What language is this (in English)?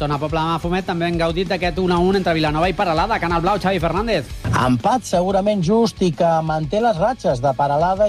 Catalan